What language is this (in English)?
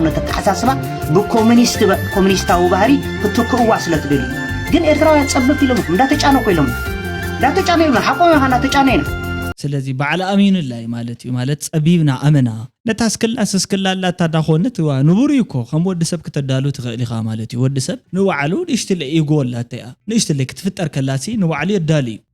Tigrinya